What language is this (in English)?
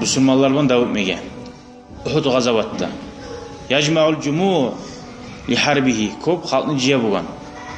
Kumyk